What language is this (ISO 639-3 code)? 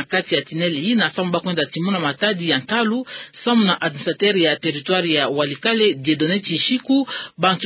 ktu